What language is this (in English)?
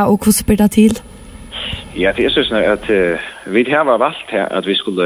Faroese